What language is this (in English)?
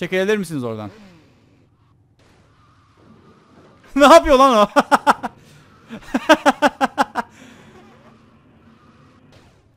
Turkish